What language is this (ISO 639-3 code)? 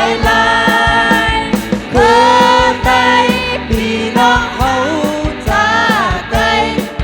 shn